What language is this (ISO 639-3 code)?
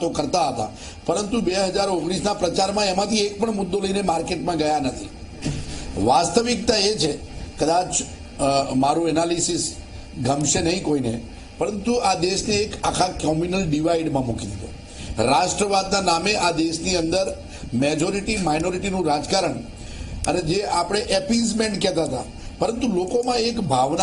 guj